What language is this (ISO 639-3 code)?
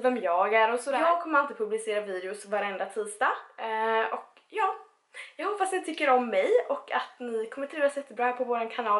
swe